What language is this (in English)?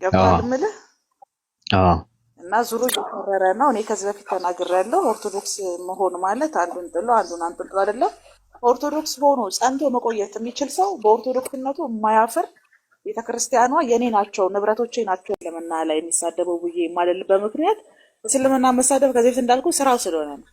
Amharic